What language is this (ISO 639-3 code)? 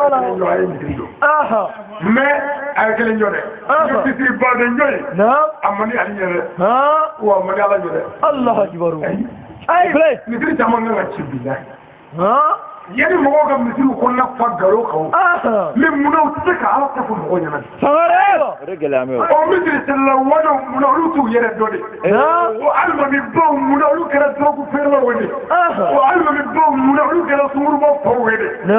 bam